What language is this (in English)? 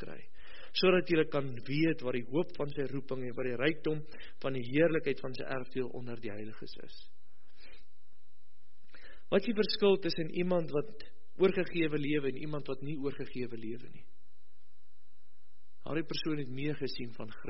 Afrikaans